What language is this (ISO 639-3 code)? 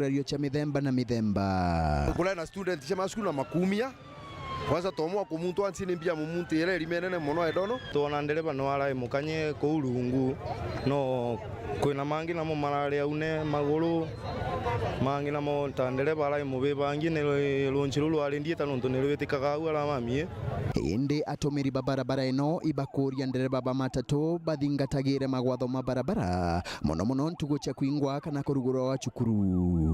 mer